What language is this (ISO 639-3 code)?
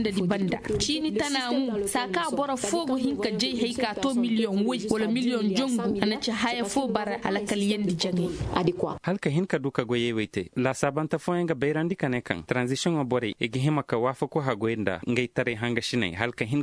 dje